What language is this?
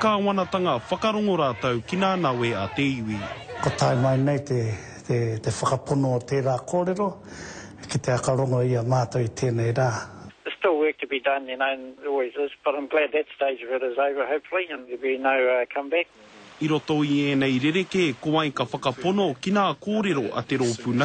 Māori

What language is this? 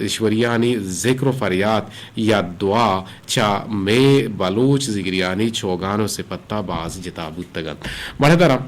Eastern Balochi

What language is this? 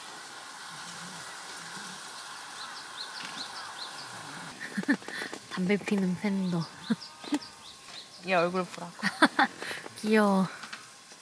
Korean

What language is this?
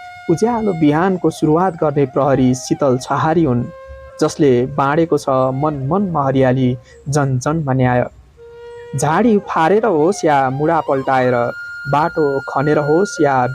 Nepali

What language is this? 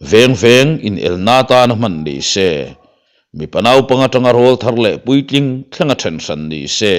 Mizo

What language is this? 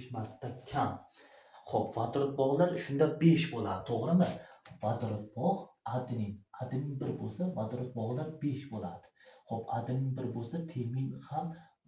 Uzbek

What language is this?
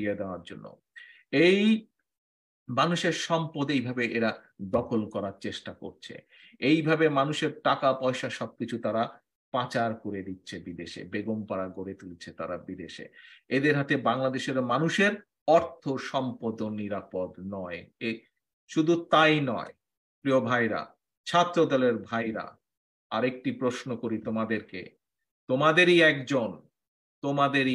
Bangla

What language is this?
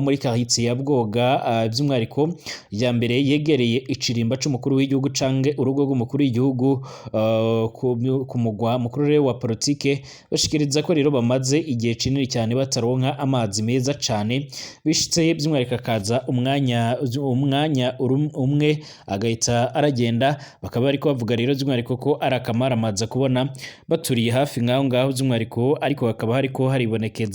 Rundi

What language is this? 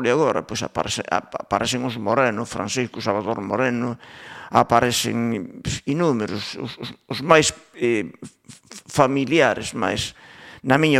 Galician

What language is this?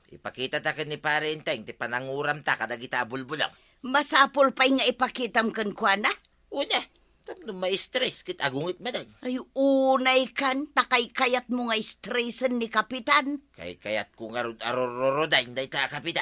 Iloko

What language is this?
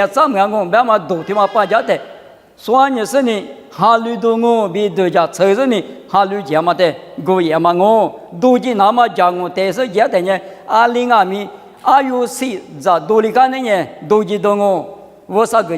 Lisu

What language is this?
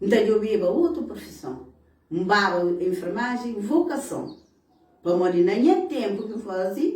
Kabuverdianu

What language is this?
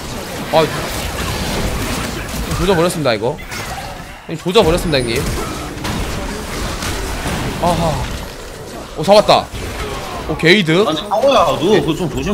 Korean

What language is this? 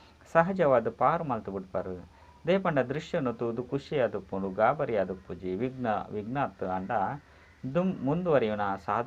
Tulu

